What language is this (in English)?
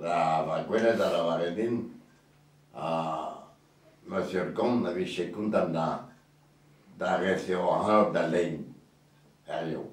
Breton